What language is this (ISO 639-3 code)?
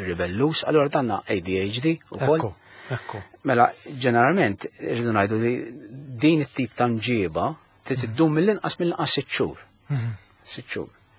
mlt